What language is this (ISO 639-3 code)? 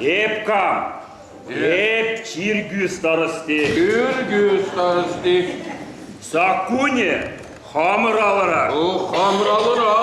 chv